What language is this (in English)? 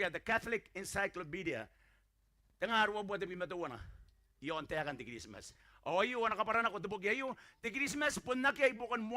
Gilbertese